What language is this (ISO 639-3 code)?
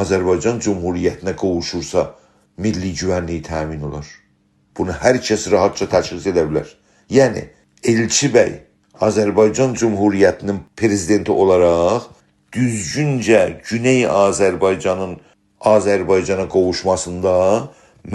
azb